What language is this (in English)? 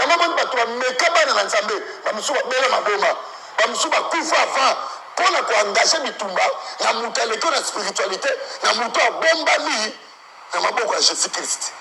Lingala